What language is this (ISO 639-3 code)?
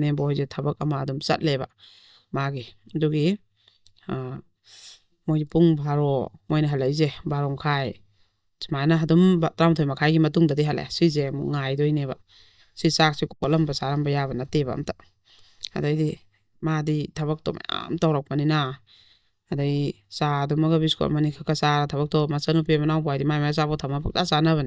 mni